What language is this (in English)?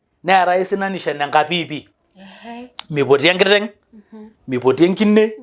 Masai